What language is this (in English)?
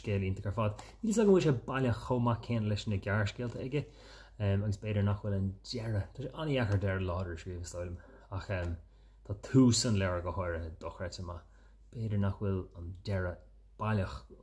Irish